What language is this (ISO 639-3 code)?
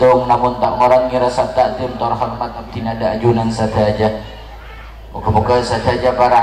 mad